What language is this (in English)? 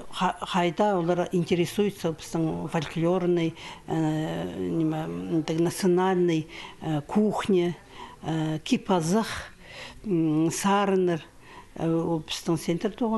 Khakas